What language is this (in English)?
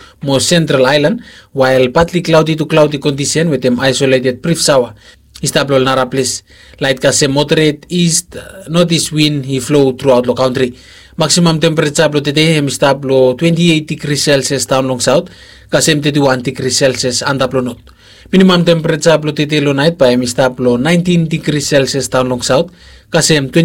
Bislama